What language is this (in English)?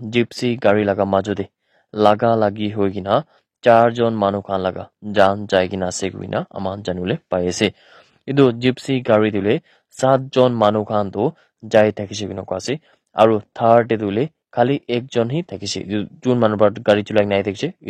Naga Pidgin